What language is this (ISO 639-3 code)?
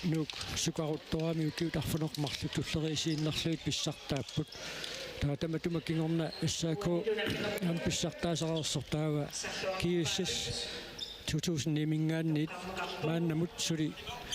kal